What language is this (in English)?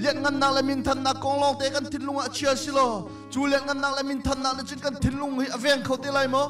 Hakha Chin